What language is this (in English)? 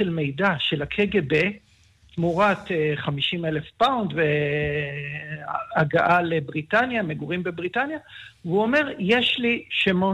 Hebrew